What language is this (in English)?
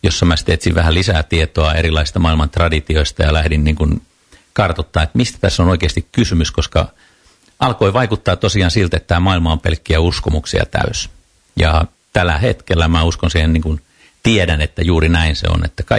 Finnish